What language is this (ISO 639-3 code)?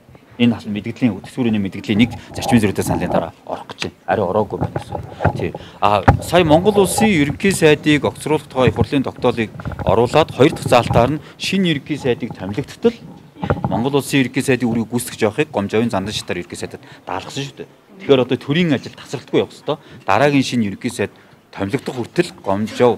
mon